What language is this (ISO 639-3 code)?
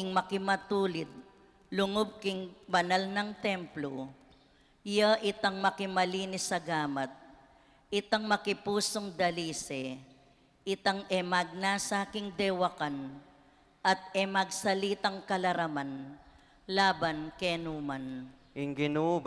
pam